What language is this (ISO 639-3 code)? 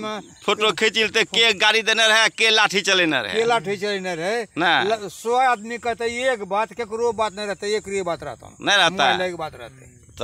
anp